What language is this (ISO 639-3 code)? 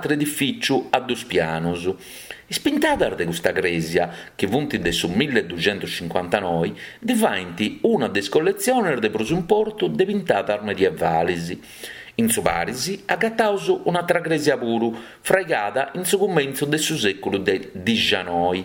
srd